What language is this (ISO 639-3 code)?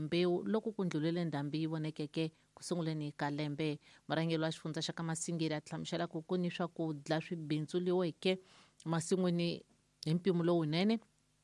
tso